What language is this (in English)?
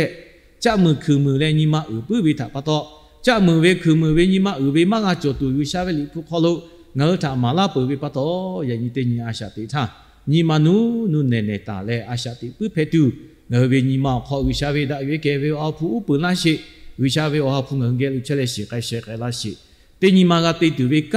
Lahu